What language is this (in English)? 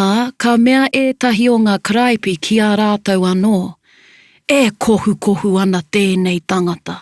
Māori